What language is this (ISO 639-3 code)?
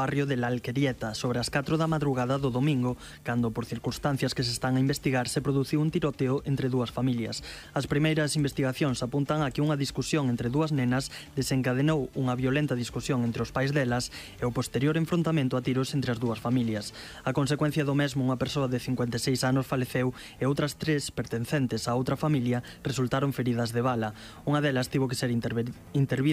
glg